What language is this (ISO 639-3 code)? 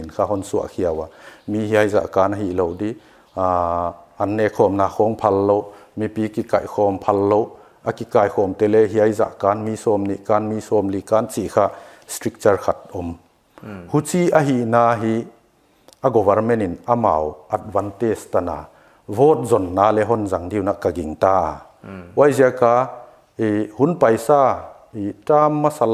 pck